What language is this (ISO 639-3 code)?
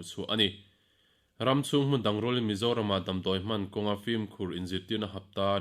lus